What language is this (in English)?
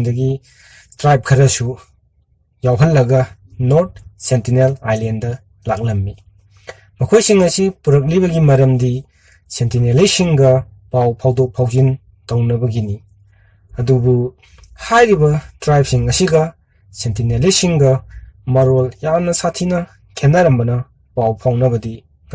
Manipuri